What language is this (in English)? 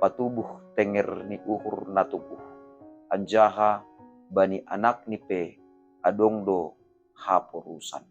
Batak Simalungun